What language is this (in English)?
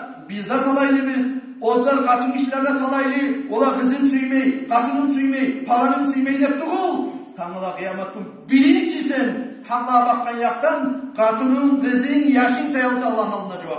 Kumyk